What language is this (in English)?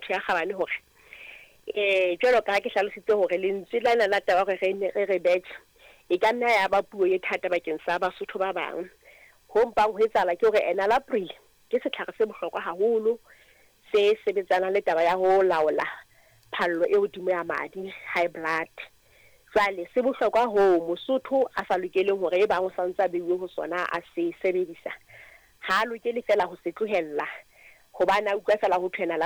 Southern Sotho